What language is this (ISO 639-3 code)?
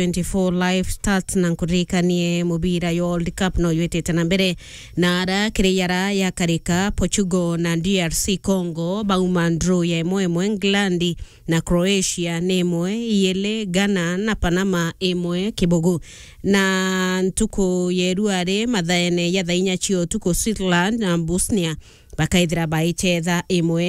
mer